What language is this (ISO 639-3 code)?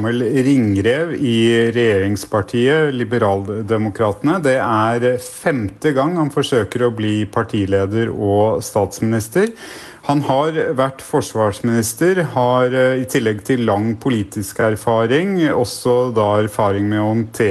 nor